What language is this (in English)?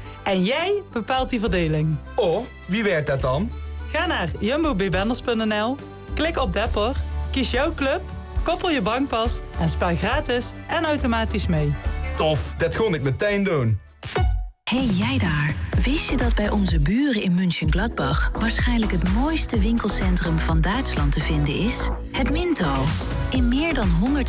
Dutch